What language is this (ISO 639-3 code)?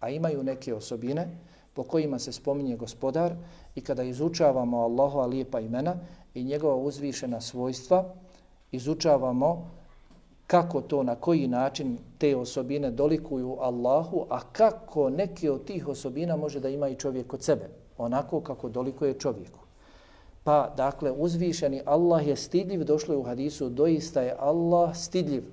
bos